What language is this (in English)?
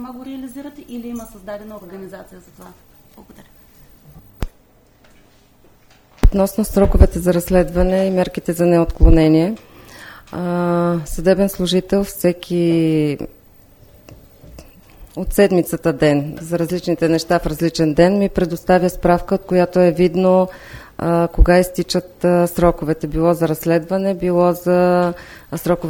Bulgarian